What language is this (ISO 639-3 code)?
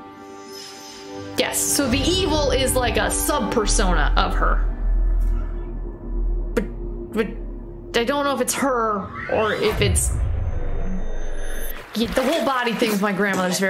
eng